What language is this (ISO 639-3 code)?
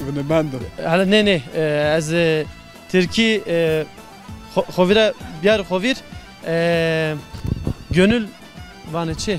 zza